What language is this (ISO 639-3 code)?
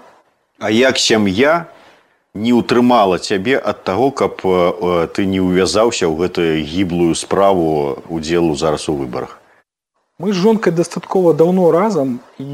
bel